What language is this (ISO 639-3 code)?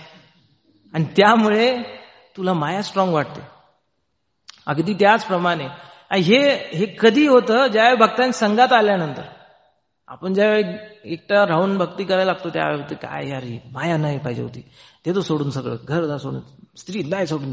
mar